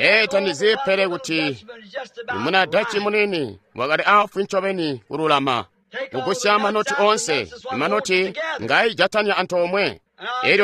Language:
Tonga (Zambia)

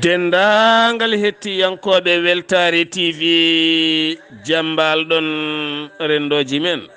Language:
Fula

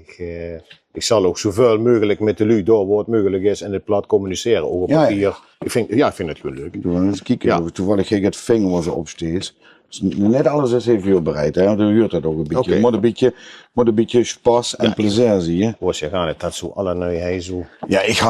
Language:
Limburgish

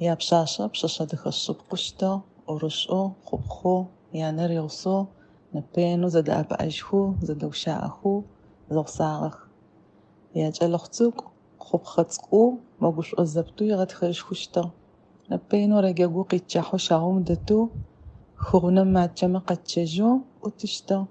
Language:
Adyghe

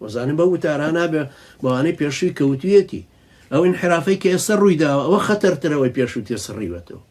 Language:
Central Kurdish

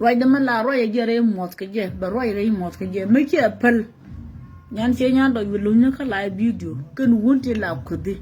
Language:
Nuer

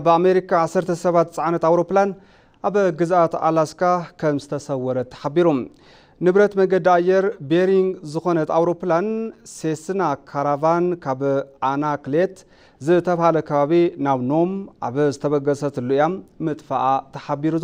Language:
Tigrinya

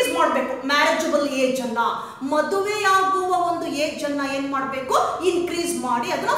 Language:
Kannada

